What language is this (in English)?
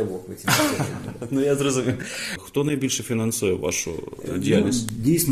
Ukrainian